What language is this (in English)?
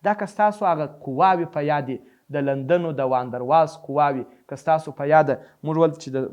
Pashto